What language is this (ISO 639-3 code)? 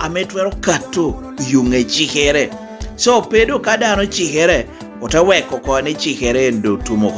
laj